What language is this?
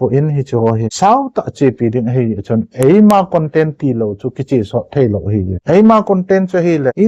Thado Chin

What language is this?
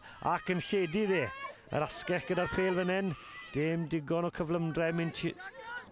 Welsh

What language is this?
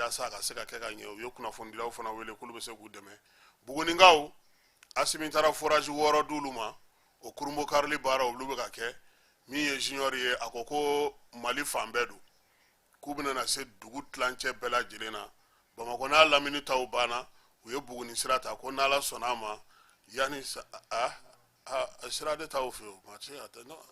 Bambara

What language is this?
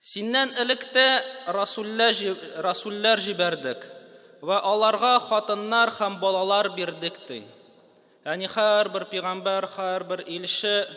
Tatar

